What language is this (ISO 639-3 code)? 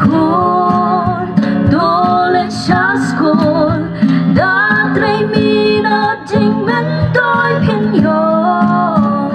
kha